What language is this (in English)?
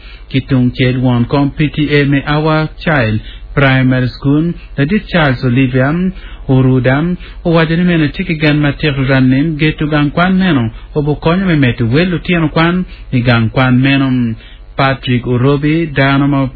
Acoli